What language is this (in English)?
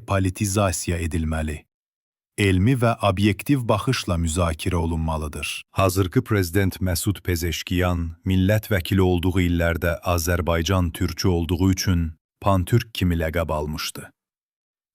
South Azerbaijani